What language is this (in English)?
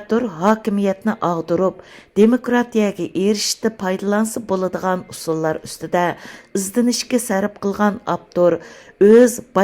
Uyghur